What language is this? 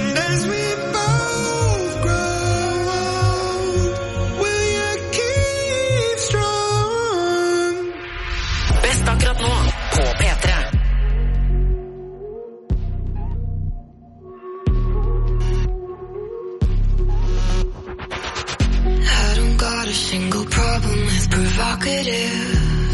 Norwegian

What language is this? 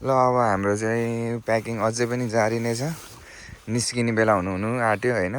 Nepali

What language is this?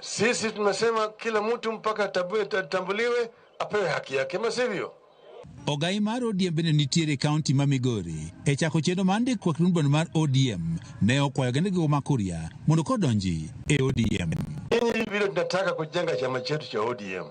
Luo (Kenya and Tanzania)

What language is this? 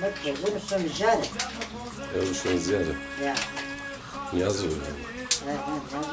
Zaza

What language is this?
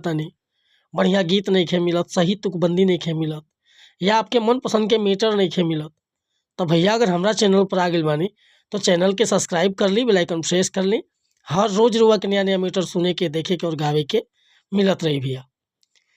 Bhojpuri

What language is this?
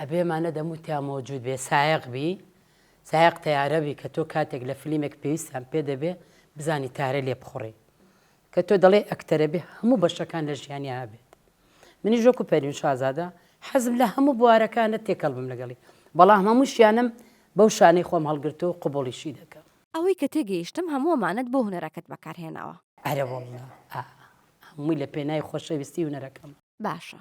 Central Kurdish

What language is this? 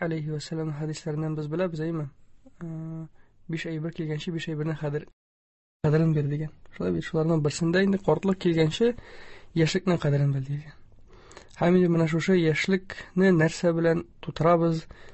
Tatar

